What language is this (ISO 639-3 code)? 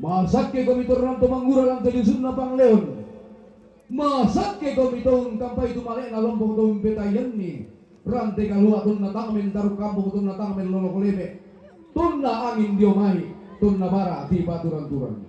sda